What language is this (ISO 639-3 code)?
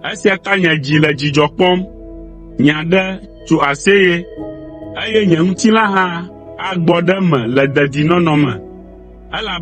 ewe